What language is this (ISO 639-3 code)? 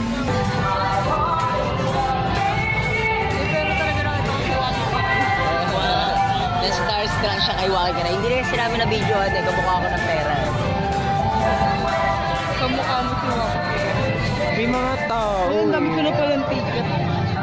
fil